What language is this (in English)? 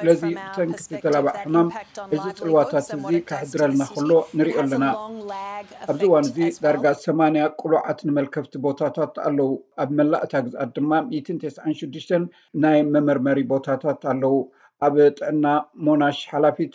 Tigrinya